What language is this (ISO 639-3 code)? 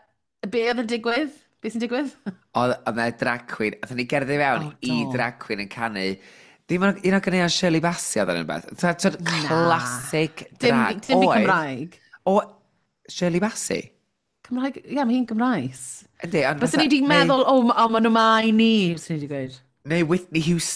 cym